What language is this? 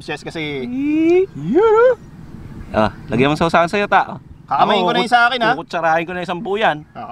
Filipino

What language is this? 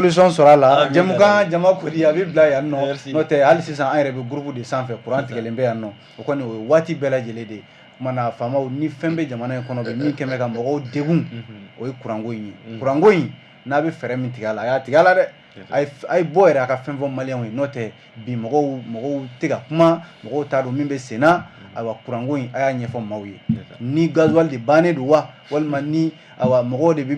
Bambara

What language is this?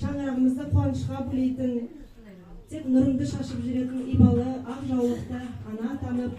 Kazakh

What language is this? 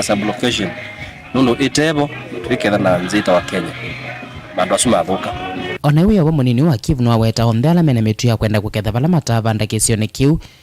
Kamba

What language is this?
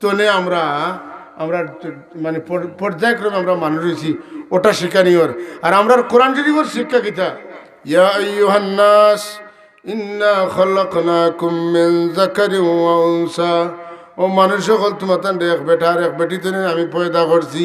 Sylheti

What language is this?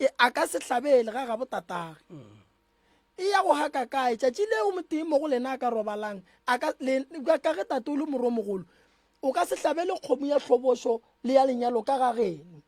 Northern Sotho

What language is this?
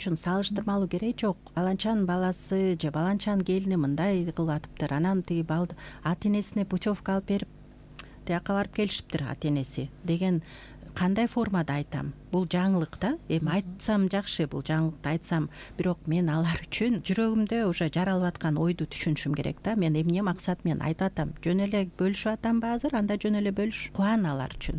Kyrgyz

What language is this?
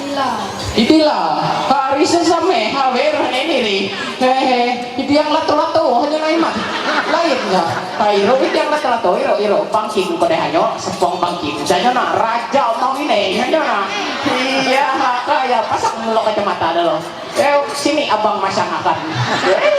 Ma'anyan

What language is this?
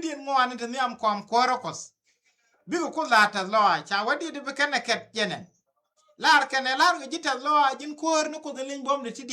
Nuer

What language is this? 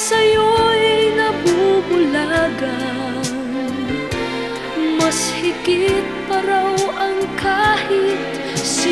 Filipino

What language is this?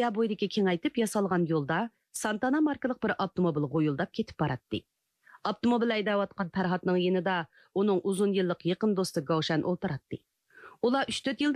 Uyghur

